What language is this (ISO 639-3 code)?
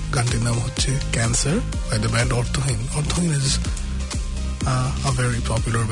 ben